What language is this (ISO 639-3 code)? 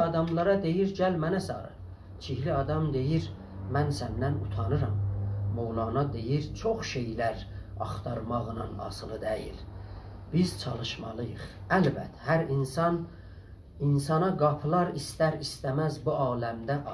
azb